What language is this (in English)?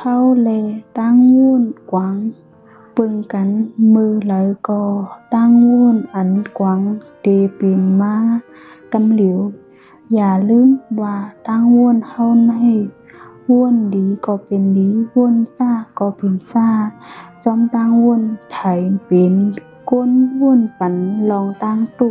Shan